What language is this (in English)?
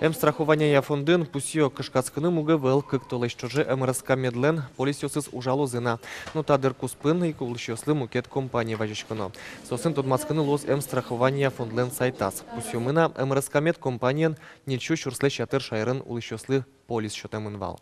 Udmurt